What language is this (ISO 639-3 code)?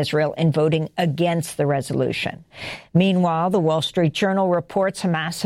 eng